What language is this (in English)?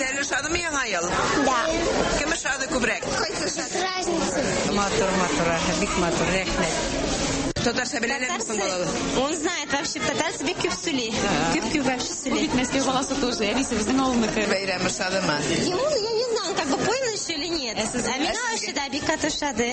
Tatar